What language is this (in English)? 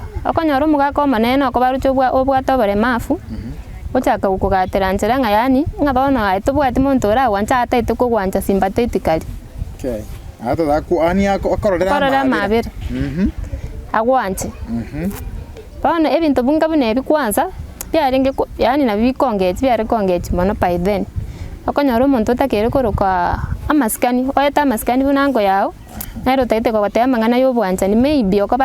Gusii